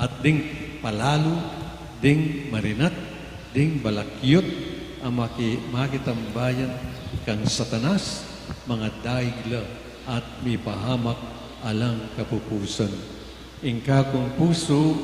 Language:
Pampanga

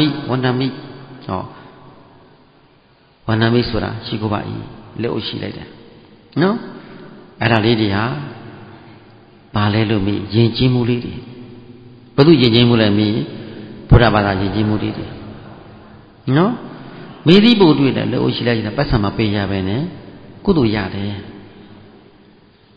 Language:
Burmese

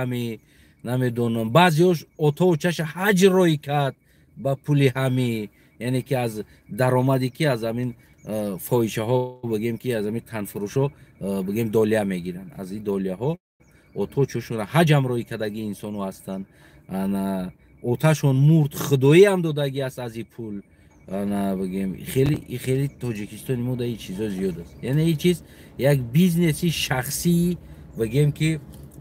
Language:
Tajik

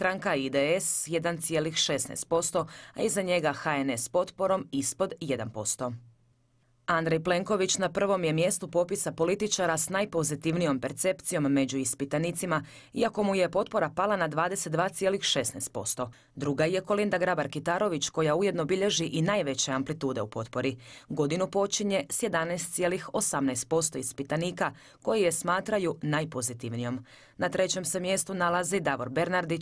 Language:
Croatian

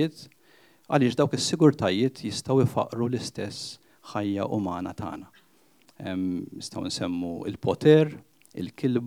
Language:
Maltese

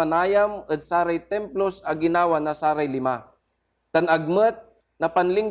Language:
Pangasinan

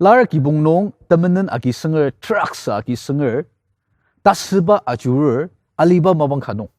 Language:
Ao Naga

